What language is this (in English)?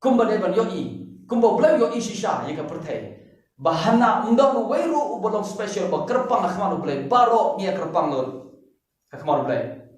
Khasi